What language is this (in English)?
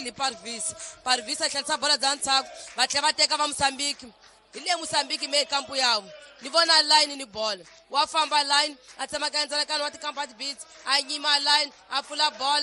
Tsonga